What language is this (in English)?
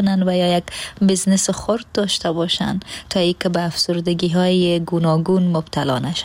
Persian